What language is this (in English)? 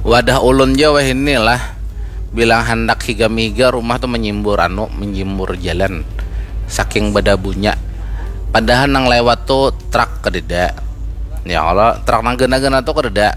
Banjar